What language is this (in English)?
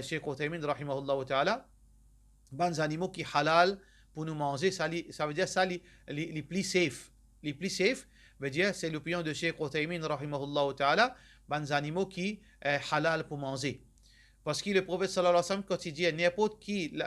Morisyen